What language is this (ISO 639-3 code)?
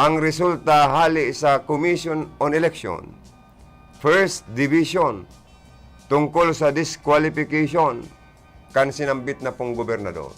bik